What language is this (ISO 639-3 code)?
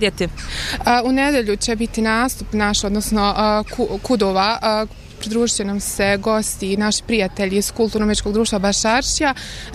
bos